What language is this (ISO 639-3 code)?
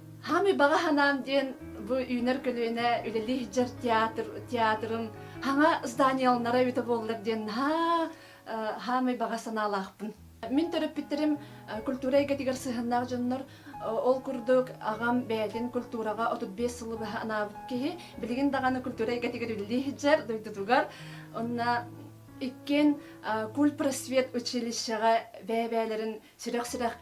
sah